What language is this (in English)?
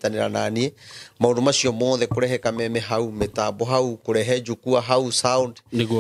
Kikuyu